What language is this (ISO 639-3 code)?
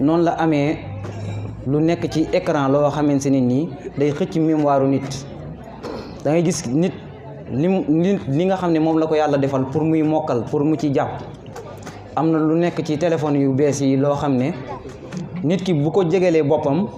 wol